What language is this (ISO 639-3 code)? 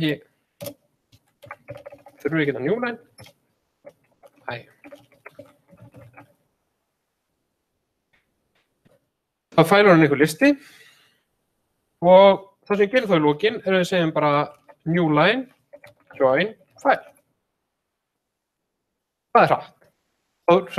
isl